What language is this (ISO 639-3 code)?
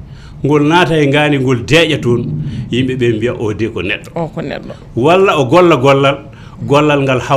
ful